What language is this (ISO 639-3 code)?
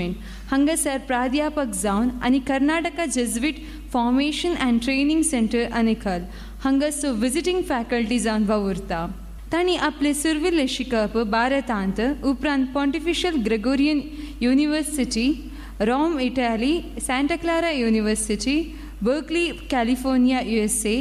kok